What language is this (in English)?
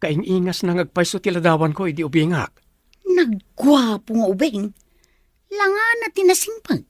Iloko